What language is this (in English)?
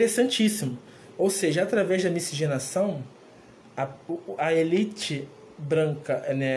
Portuguese